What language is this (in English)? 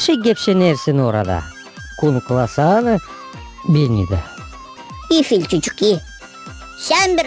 Gagauz